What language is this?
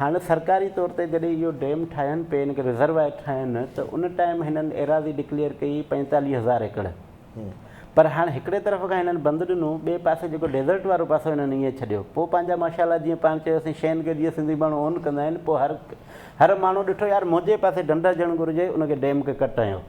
Sindhi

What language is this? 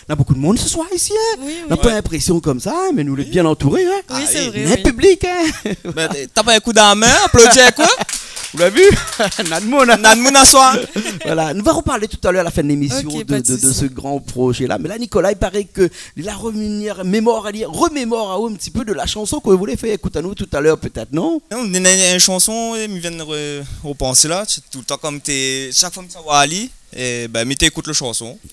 Réunion Creole French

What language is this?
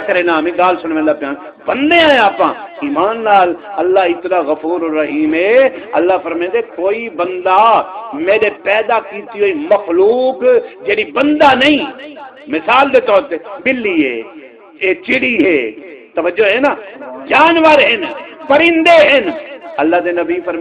Saraiki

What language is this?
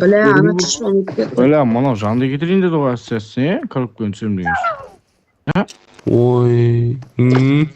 Kara-Kalpak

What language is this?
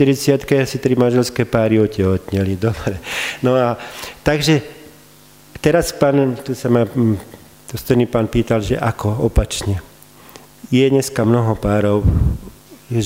Slovak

